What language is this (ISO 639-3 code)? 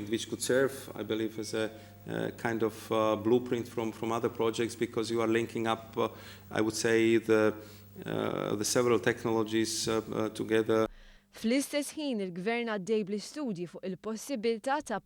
mlt